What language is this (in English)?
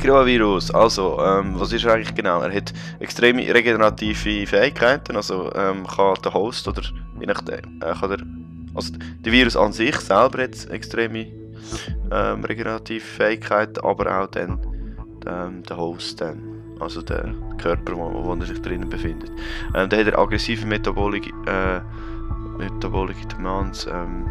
Swiss German